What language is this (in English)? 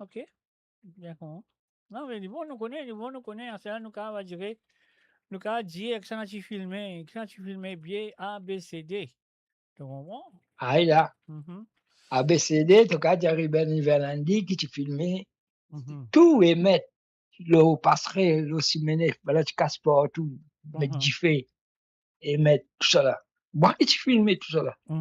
Morisyen